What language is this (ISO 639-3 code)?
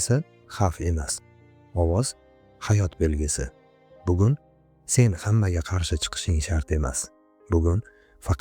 uzb